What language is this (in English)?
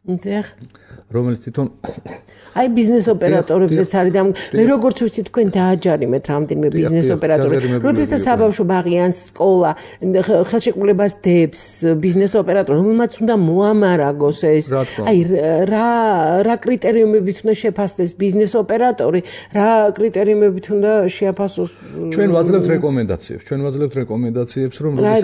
Georgian